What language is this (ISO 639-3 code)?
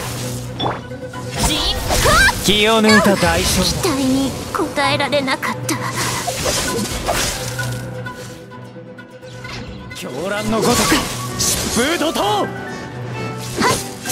jpn